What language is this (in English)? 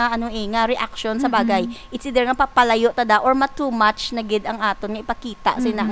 Hiligaynon